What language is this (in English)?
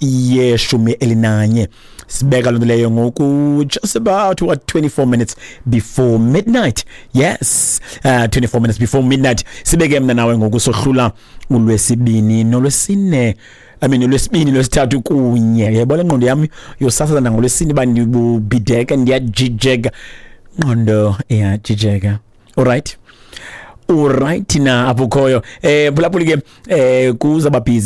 Xhosa